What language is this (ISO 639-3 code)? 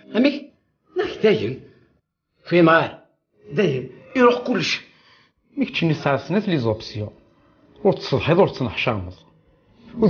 kab